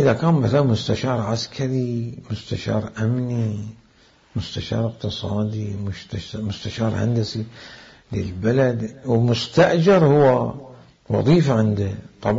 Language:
Mesopotamian Arabic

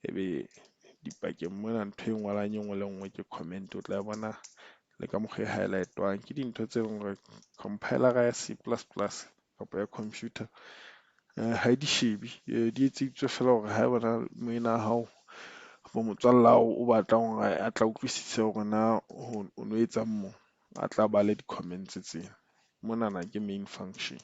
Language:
Southern Sotho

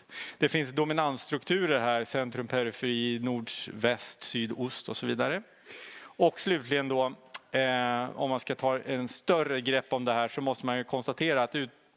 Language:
Swedish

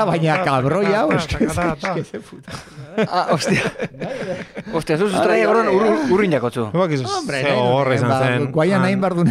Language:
Basque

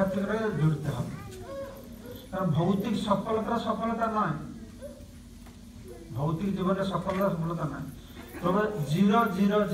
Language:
Bangla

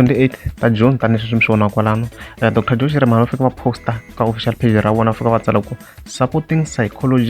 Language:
Tsonga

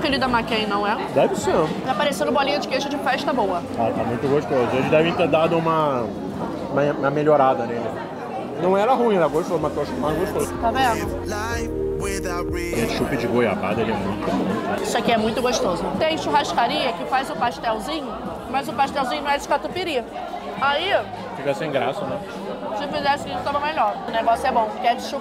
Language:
Portuguese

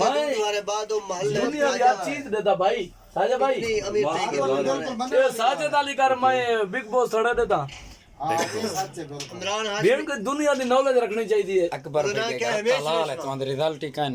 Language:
Saraiki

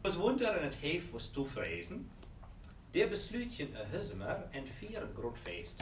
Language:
Western Frisian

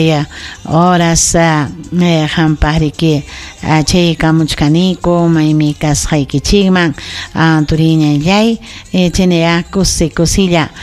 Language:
Ayacucho Quechua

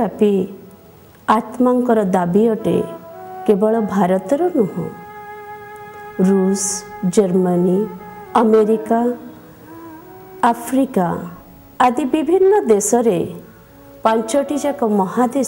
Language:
Odia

